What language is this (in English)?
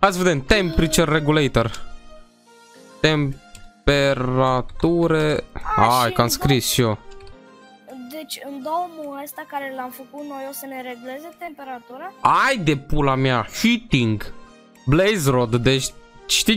Romanian